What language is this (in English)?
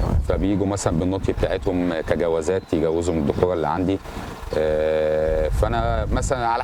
Egyptian Arabic